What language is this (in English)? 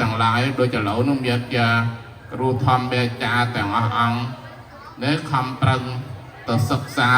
Khmer